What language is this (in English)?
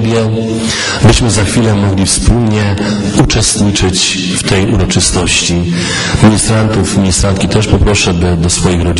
Polish